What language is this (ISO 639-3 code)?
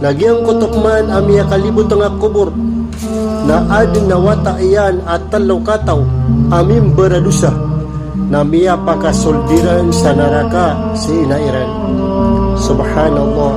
mrw